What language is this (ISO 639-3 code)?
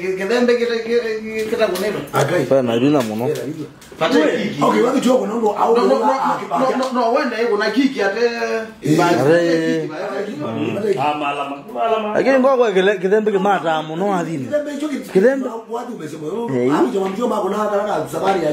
kam